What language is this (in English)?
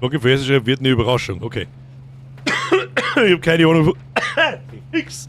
Bavarian